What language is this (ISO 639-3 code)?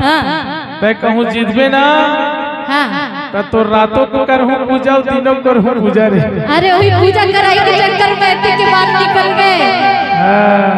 hne